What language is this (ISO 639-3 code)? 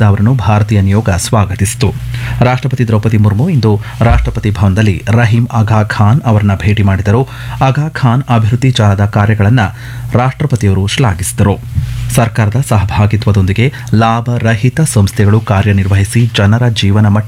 kan